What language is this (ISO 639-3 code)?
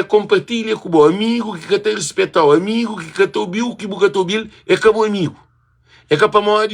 kea